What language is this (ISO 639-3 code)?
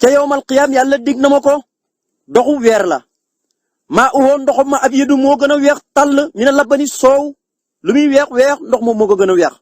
wol